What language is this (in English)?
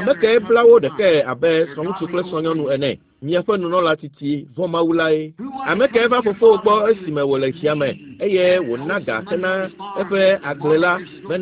Ewe